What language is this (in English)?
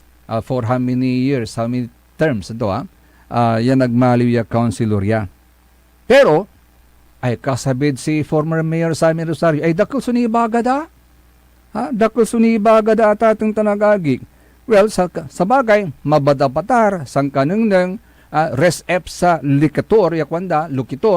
Pangasinan